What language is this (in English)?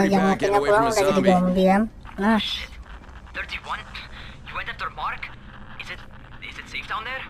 Banjar